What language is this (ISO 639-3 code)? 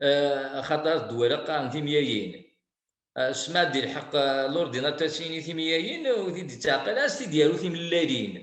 kab